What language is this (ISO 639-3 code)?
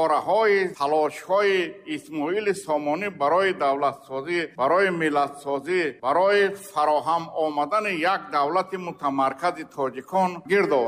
tgk